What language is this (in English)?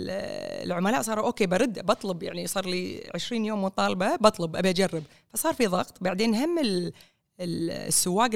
Gulf Arabic